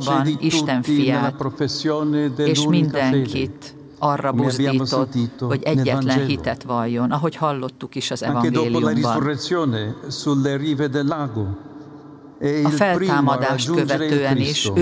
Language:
Hungarian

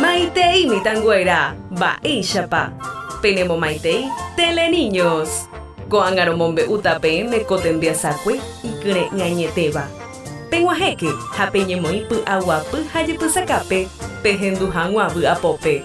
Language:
Guarani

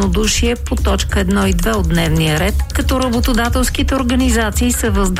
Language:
Bulgarian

